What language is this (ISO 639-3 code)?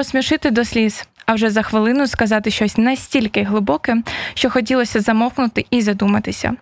ukr